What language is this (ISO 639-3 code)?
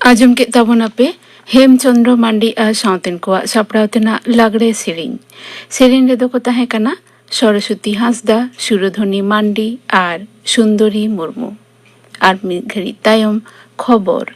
sat